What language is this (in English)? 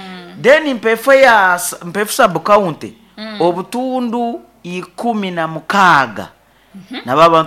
Nyankole